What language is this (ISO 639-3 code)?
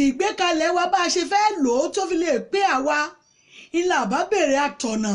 yor